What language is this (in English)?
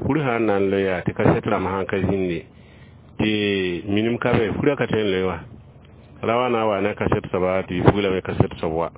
Mossi